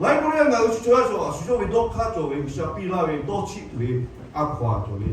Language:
Lahu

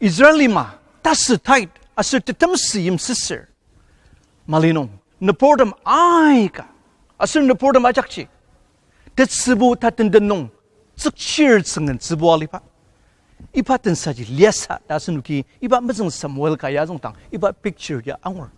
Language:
Ao Naga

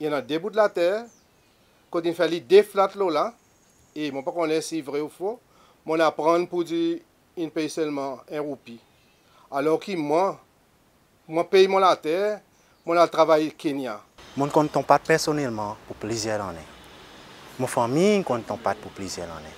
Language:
Seselwa Creole French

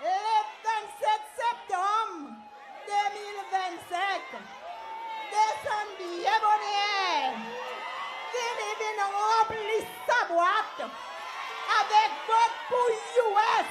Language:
Seselwa Creole French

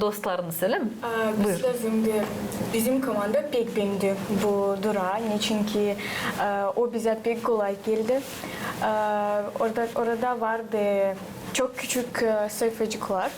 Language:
Gagauz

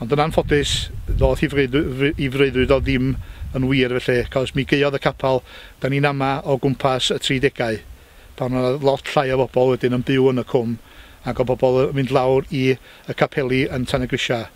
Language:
Welsh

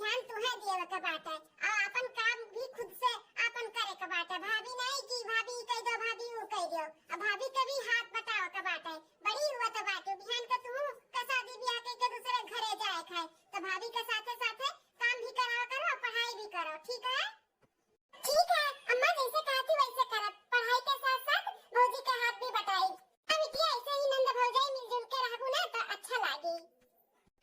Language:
Awadhi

